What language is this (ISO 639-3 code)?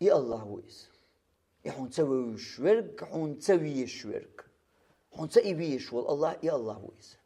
che